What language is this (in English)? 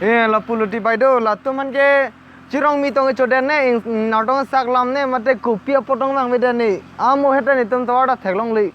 Karbi